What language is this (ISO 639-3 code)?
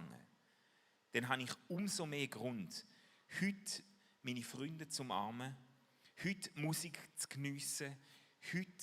gsw